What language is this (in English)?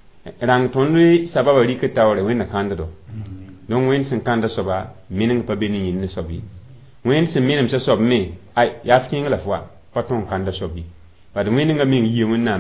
Mossi